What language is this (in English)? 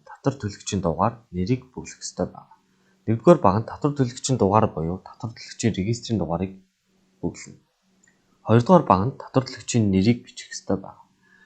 Mongolian